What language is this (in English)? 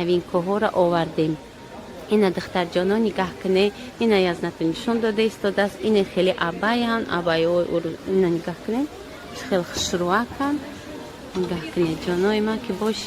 Tajik